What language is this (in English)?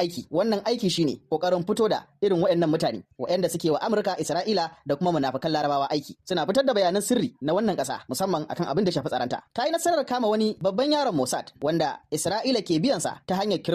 Hausa